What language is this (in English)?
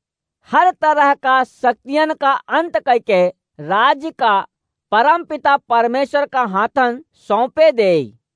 Awadhi